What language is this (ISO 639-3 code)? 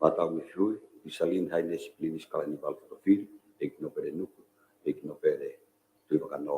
ton